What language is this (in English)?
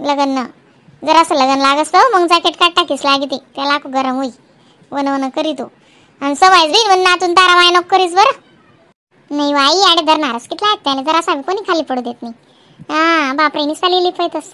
Khandesi